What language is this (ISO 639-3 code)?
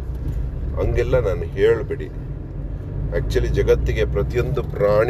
kan